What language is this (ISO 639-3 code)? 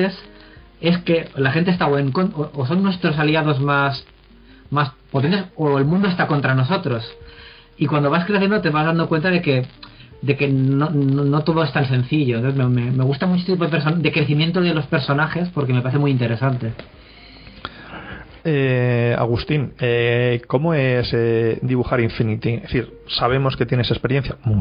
spa